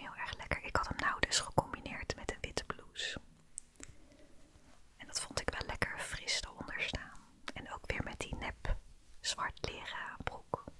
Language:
Dutch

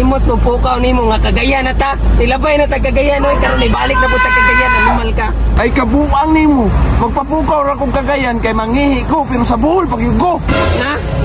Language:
Cebuano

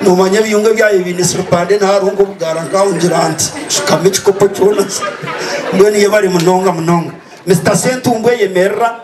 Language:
Nyankole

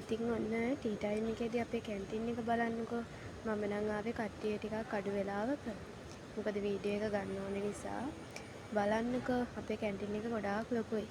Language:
Sinhala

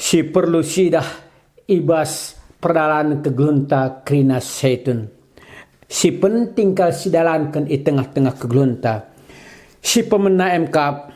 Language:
Batak Karo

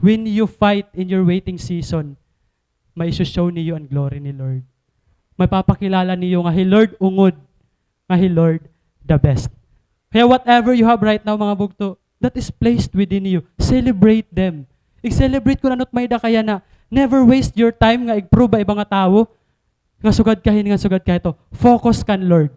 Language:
Waray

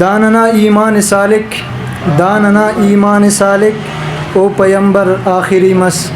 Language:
Brahui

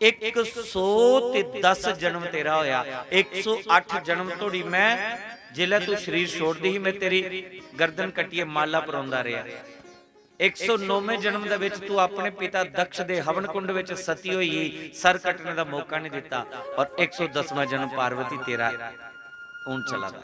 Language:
Dogri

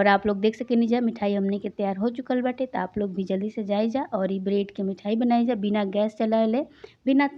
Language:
Bhojpuri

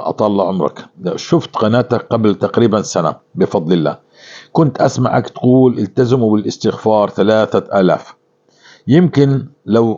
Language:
North Levantine Arabic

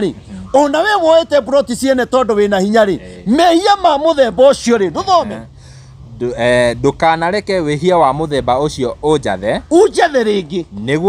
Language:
Kikuyu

